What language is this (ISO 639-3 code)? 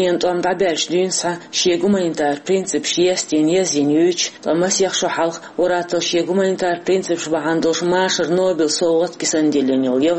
che